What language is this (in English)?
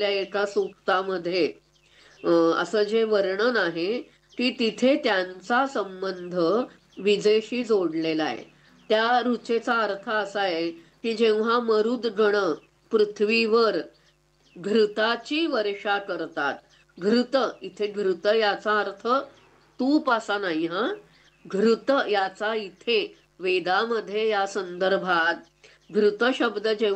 Marathi